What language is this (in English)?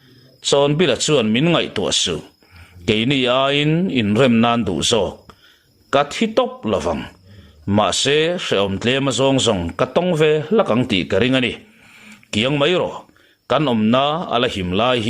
Mizo